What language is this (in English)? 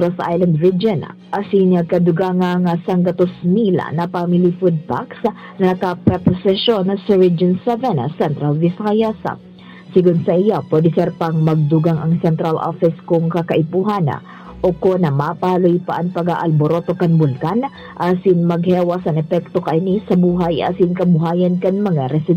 Bikol